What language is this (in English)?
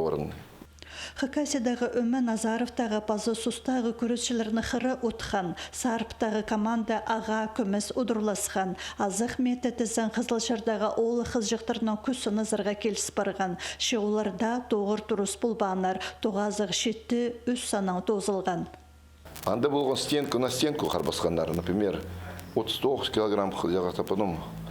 Khakas